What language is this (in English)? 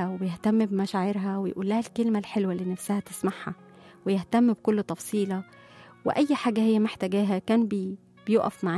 Egyptian Arabic